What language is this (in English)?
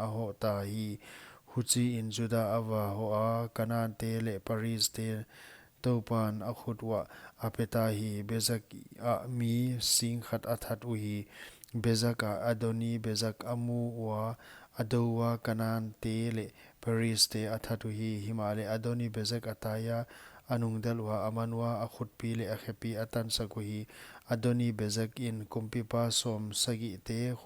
Paite Chin